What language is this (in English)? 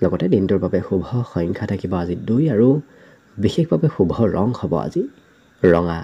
Assamese